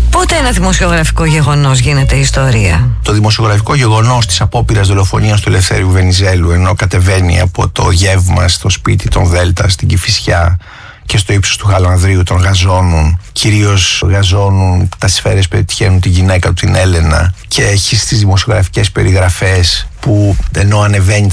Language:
Greek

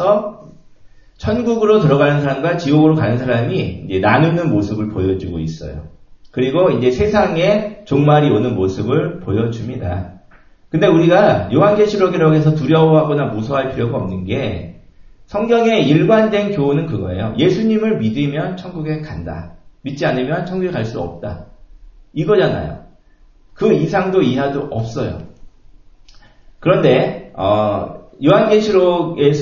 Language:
Korean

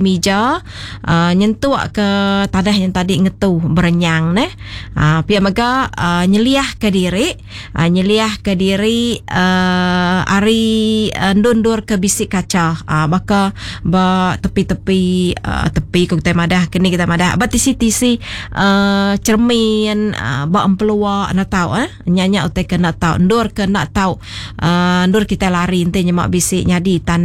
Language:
Iban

